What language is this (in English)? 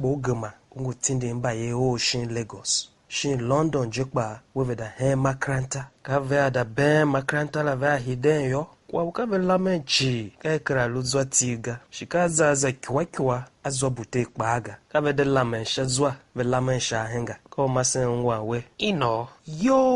Tiv